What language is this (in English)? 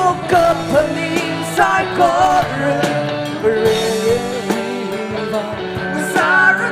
Tangkhul Naga (India)